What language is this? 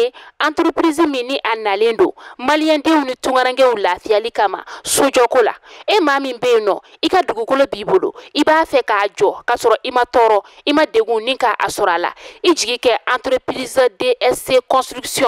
Bambara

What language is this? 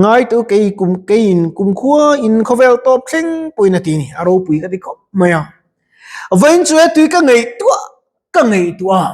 Mizo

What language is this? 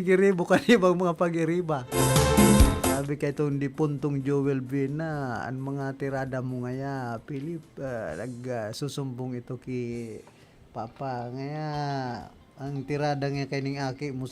Bikol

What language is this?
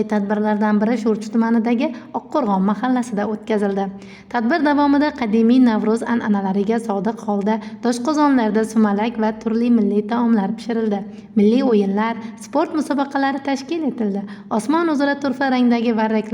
Uzbek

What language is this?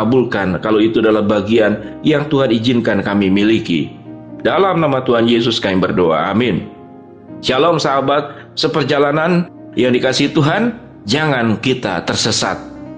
Indonesian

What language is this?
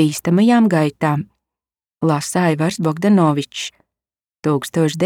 Latvian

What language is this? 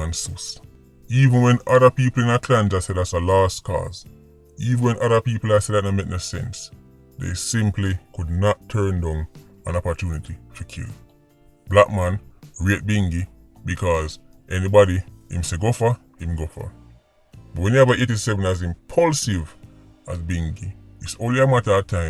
Jamaican Creole English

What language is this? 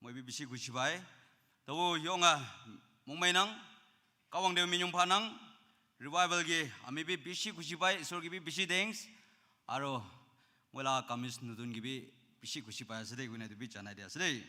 Naga Pidgin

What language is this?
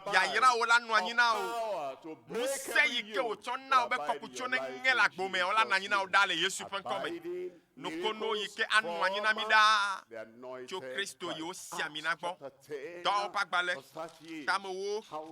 Ewe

